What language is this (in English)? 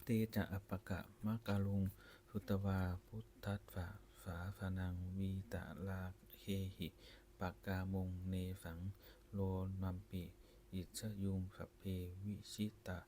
Pali